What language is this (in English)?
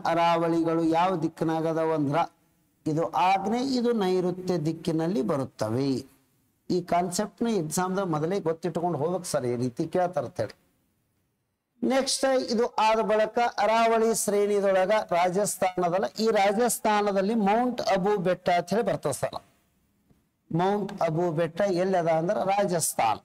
Kannada